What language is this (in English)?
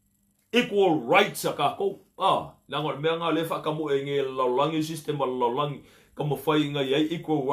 Samoan